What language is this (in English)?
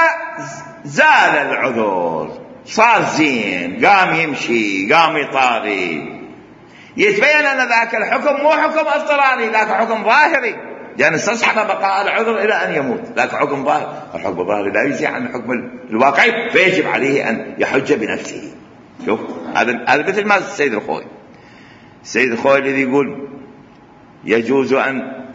Mesopotamian Arabic